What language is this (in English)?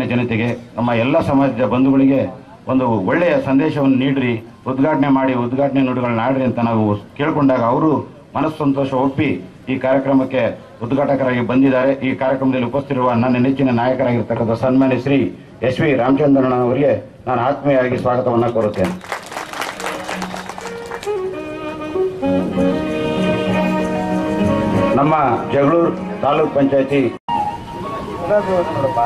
Kannada